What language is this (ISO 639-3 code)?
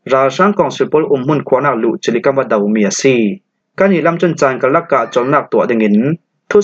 cfm